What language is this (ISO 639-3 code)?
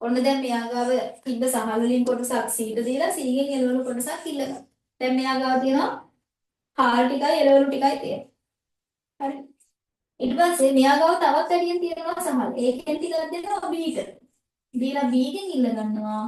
sin